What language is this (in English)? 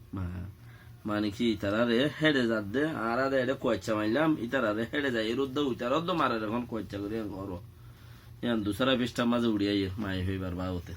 Rohingya